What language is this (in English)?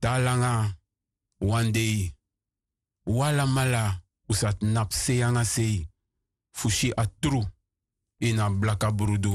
Sranan Tongo